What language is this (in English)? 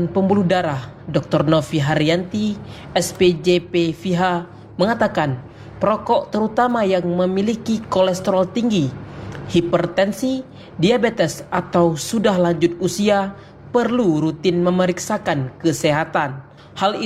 Indonesian